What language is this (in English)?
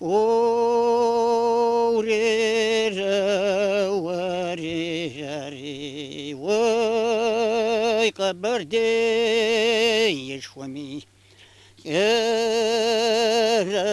Kabardian